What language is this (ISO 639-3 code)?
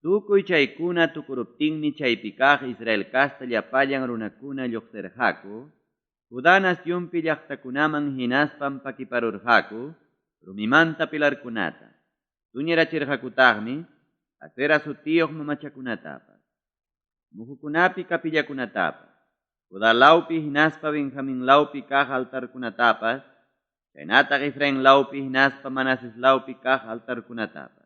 quy